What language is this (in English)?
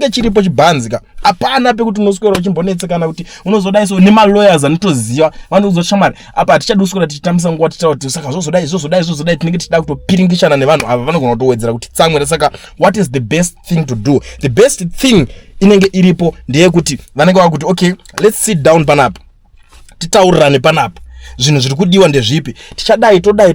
Shona